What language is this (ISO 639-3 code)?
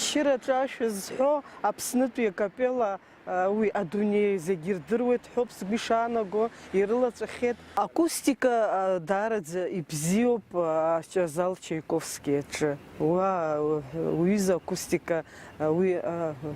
abk